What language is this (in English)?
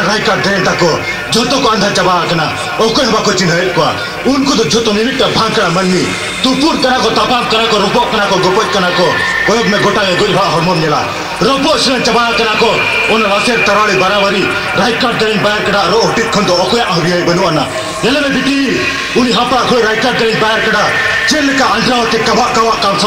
Santali